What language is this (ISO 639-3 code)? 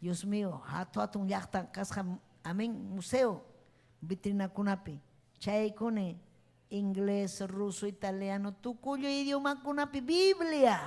quy